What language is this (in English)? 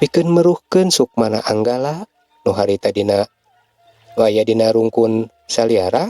Sundanese